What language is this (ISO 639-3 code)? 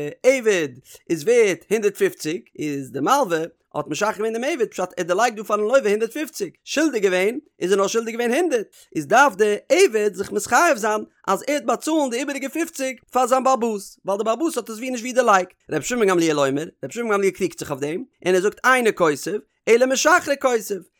yid